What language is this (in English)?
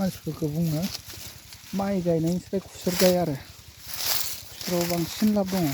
Bodo